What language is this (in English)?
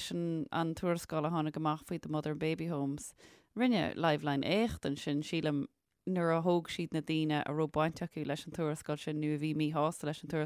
Irish